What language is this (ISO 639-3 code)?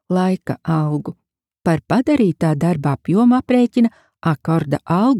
lav